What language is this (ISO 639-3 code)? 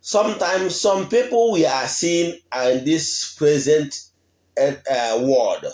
ibo